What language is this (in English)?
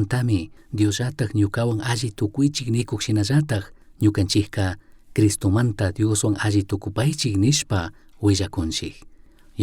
Chimborazo Highland Quichua